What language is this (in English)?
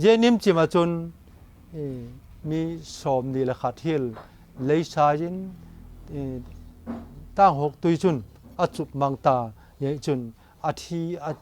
Vaiphei